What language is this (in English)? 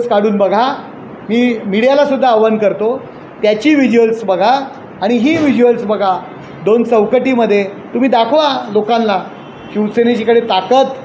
Marathi